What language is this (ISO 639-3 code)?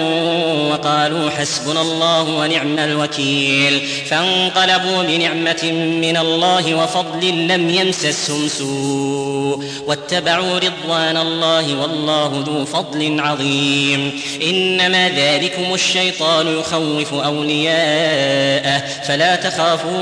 ara